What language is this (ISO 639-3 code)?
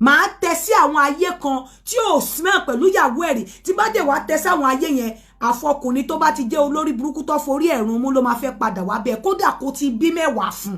yor